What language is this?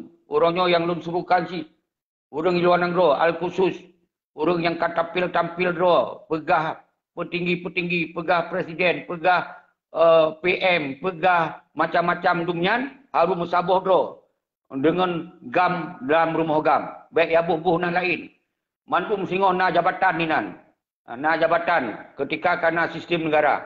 Achinese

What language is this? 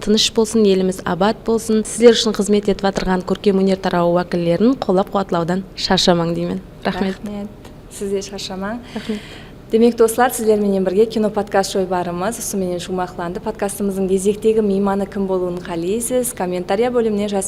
Kara-Kalpak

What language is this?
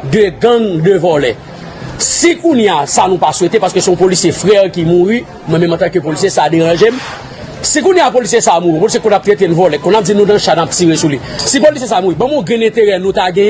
Haitian Creole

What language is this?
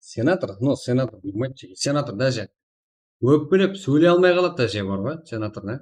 Kara-Kalpak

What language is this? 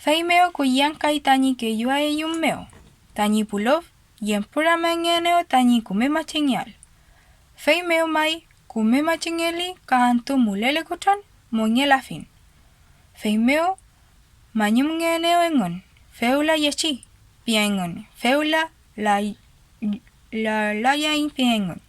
Mapuche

